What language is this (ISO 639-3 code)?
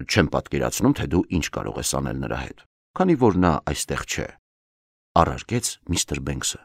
hye